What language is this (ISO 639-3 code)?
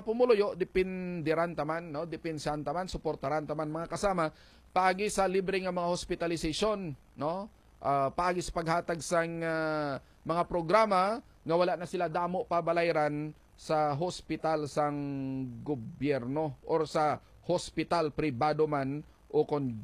hil